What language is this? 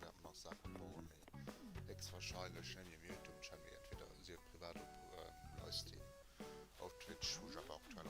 Luxembourgish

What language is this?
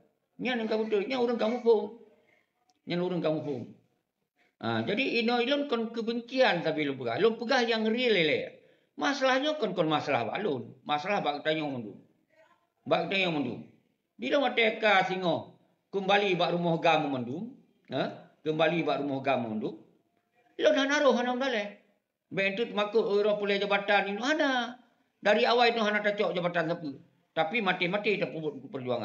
Achinese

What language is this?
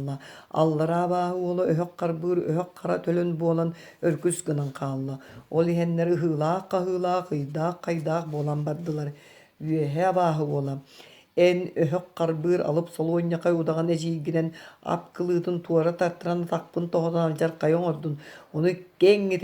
Yakut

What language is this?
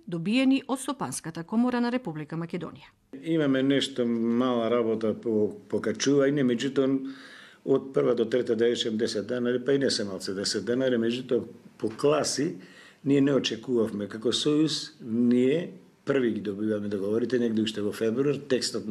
Macedonian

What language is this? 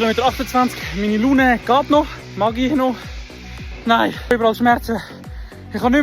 Swiss German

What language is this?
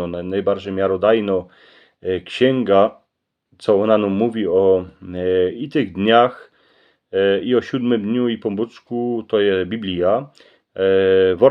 Silesian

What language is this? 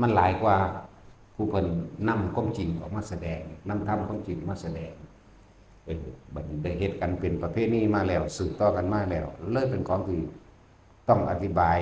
Northeastern Thai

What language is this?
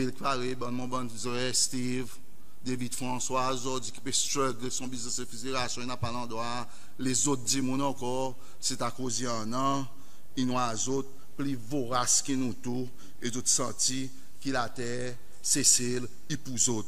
Seselwa Creole French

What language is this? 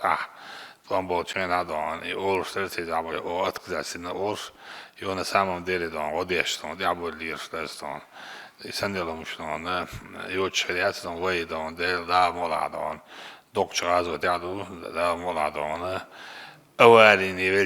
Chechen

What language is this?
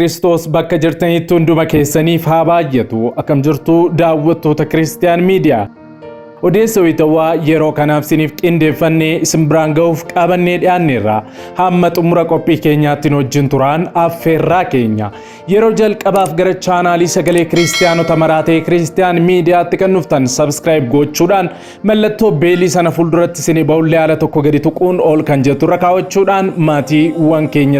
Oromo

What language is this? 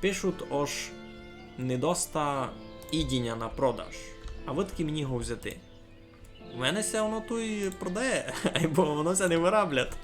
Rusyn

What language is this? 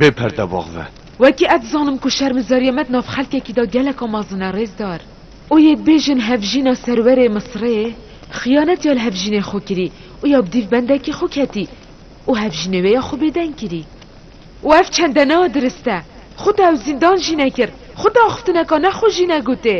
Kurdish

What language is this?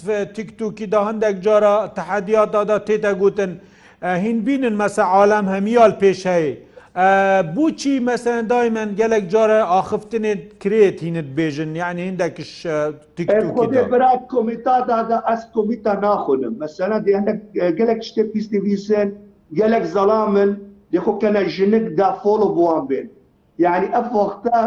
Kurdish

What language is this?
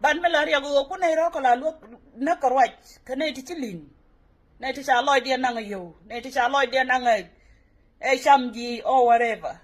Nuer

